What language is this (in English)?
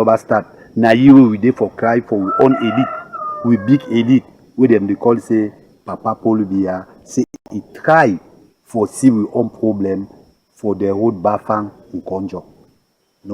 Cameroon Pidgin